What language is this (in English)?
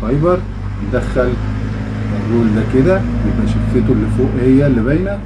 Egyptian Arabic